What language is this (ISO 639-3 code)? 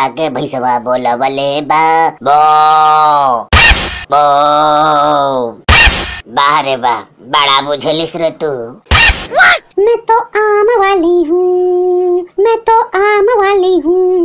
bho